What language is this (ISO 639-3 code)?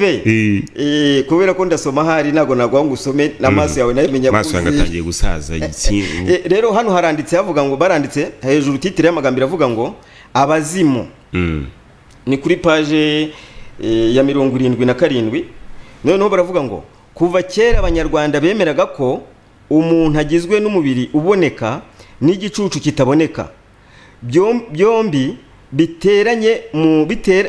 kin